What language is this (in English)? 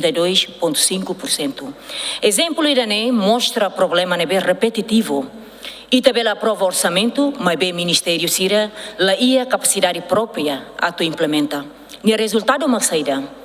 Tetum